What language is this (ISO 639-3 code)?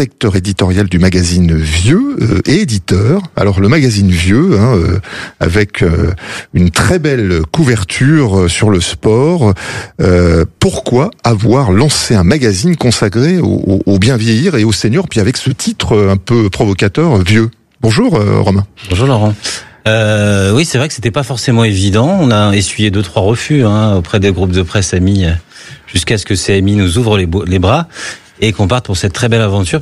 fra